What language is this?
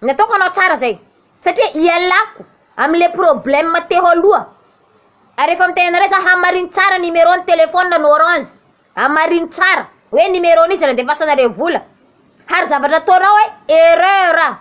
Malagasy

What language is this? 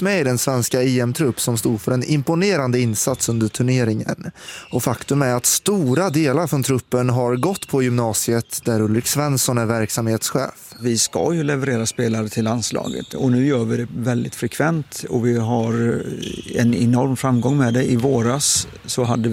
Swedish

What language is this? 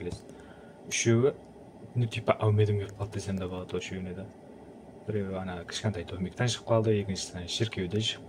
Kara-Kalpak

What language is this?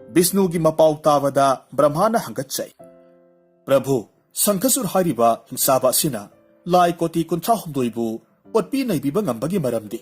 Manipuri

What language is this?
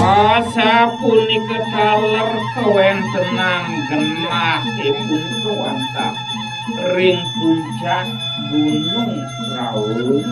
Balinese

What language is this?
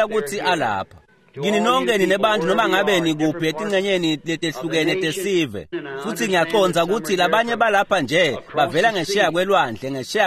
Swati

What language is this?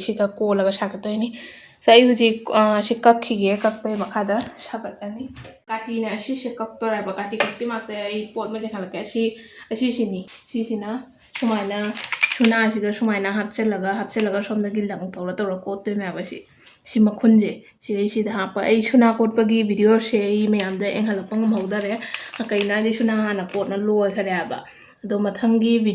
Manipuri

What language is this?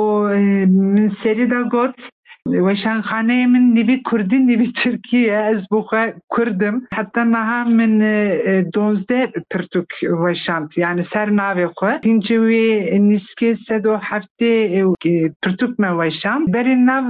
Kurdish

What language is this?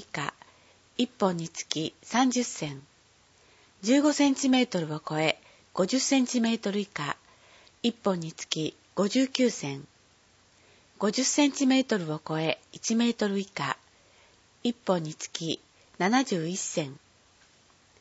Japanese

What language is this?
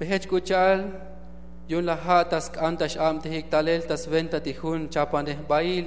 Tzotzil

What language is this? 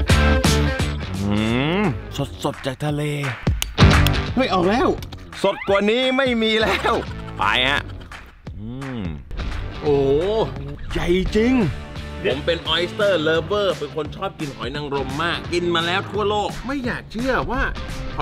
Thai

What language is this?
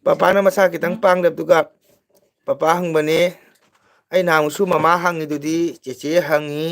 Manipuri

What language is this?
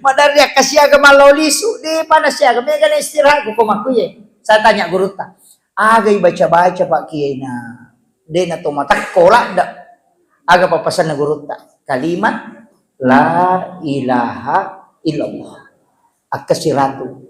Buginese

